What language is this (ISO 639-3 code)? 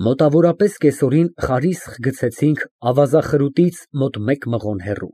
hye